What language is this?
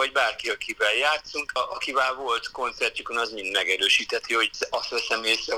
Hungarian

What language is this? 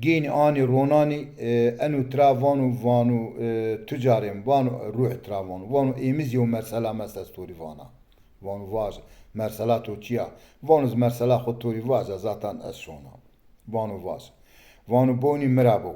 Zaza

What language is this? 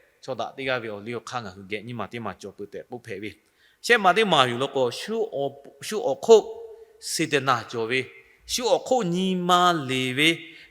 Lahu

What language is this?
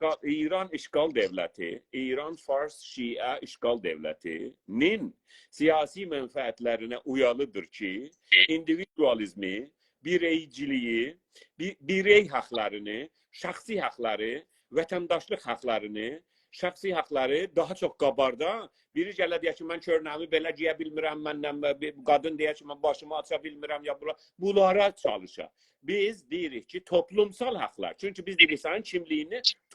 South Azerbaijani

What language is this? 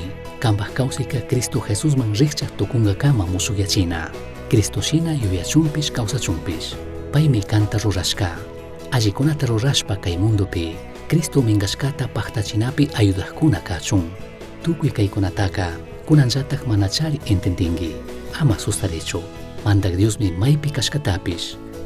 Chimborazo Highland Quichua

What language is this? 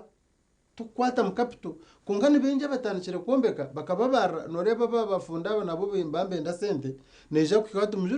Nyankole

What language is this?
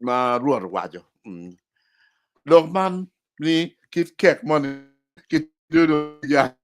Acoli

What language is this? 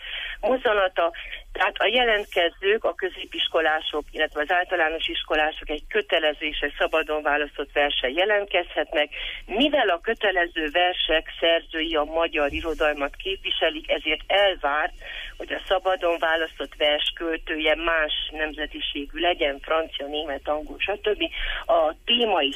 Hungarian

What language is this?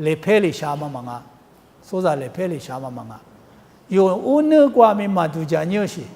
Lisu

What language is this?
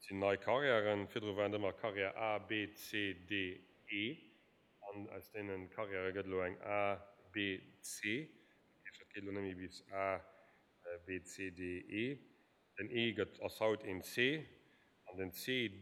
Luxembourgish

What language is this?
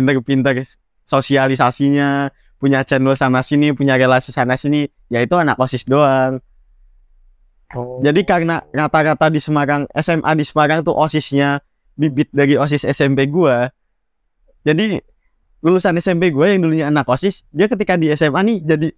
Indonesian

